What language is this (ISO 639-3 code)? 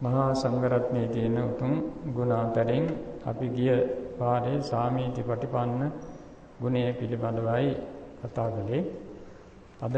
sin